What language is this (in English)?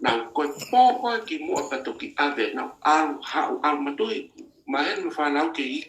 Tongan